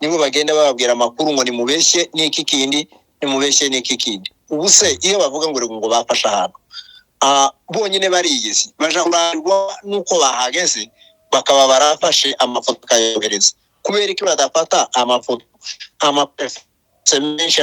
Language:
Kinyarwanda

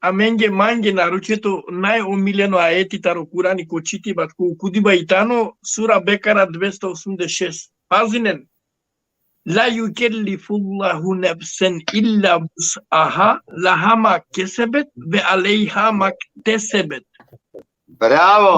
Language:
Balkan Romani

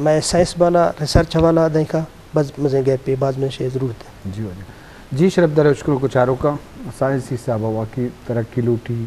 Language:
Eastern Balochi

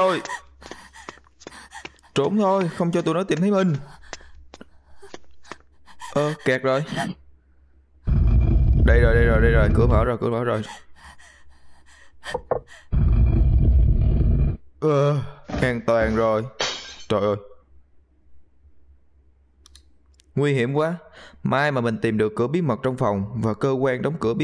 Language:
Vietnamese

